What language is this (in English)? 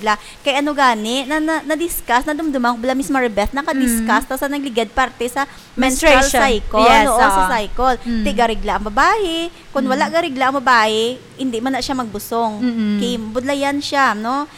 Hiligaynon